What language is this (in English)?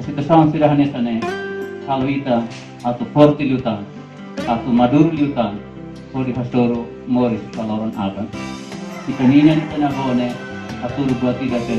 Tetum